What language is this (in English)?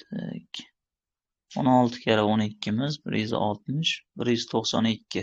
Uzbek